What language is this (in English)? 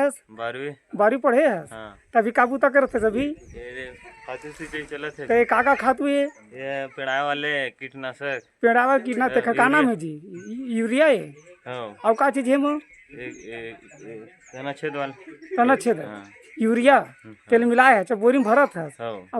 Chhattisgarhi